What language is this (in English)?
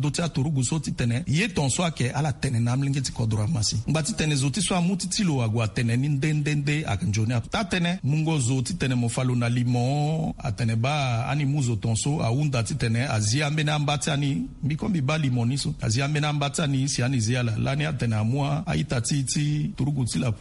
Sango